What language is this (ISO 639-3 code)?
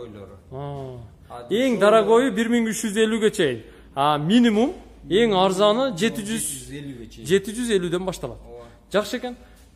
kir